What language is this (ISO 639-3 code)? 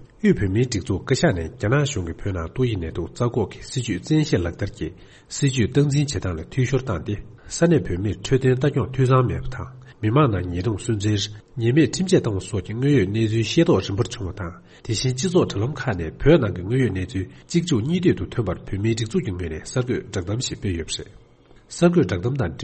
bod